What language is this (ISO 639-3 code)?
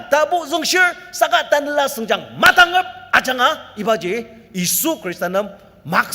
njo